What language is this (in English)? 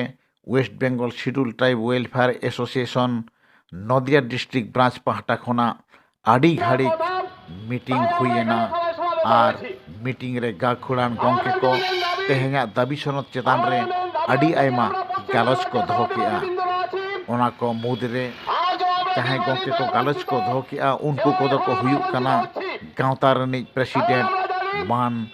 Santali